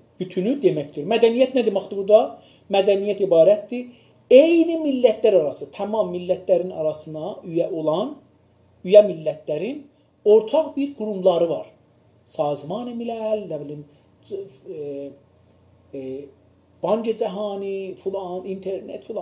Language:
South Azerbaijani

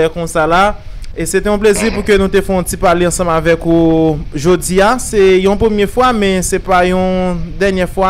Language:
Haitian Creole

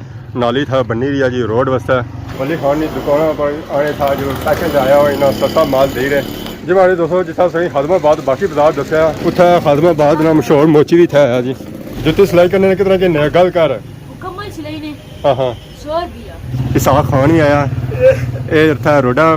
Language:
Pahari-Potwari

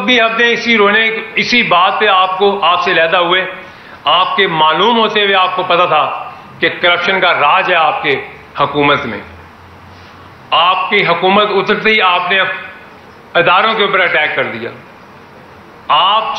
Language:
Urdu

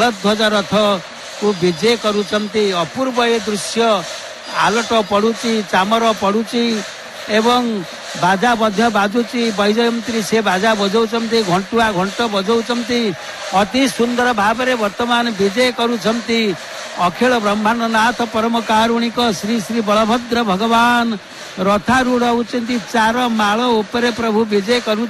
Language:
Odia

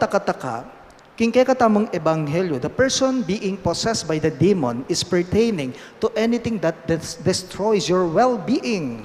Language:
Pampanga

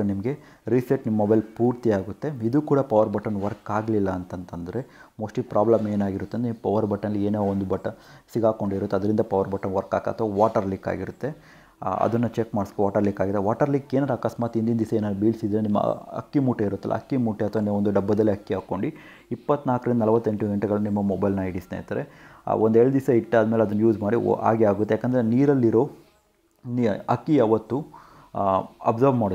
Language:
Kannada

